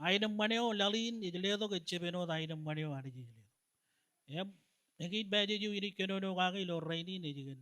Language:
Marshallese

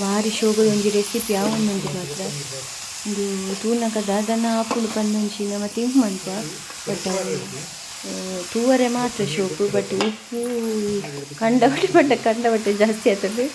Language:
Tulu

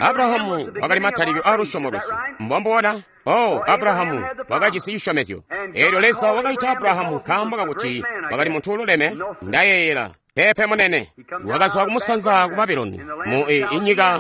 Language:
Tonga (Zambia)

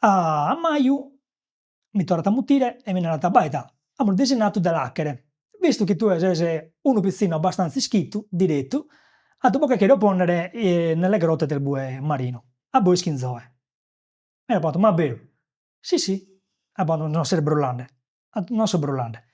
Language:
Sardinian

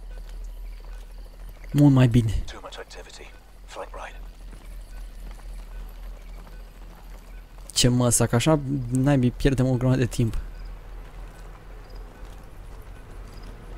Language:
Romanian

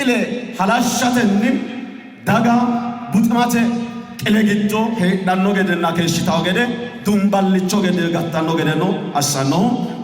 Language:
Sidamo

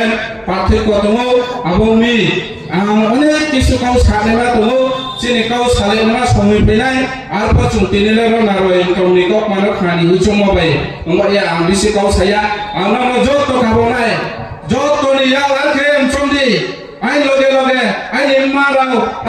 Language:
Riang (India)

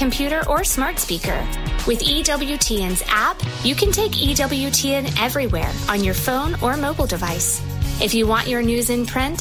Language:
English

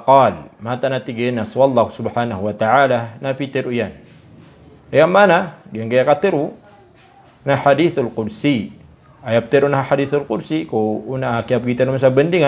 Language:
Maranao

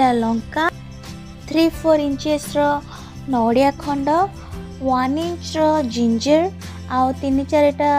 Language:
Odia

